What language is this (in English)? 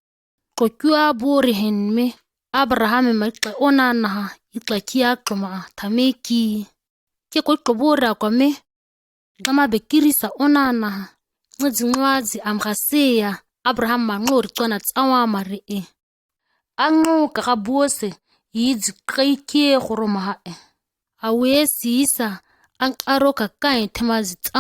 ǁGana